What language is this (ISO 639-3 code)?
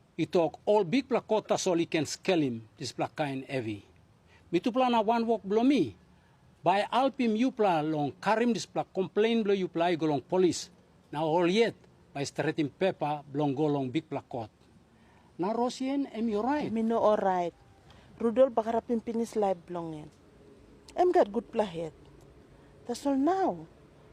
tpi